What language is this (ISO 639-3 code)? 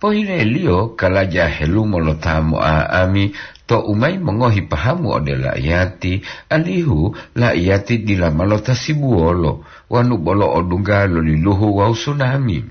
gor